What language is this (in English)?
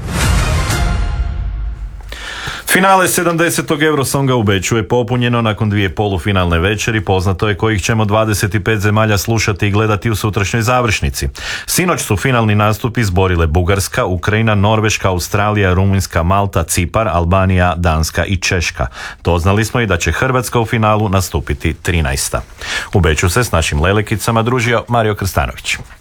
Croatian